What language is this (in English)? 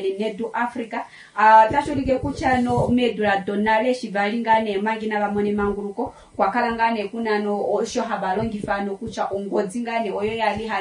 Kuanyama